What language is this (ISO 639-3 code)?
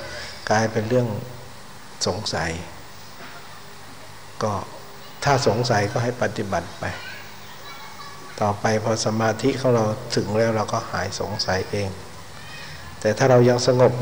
tha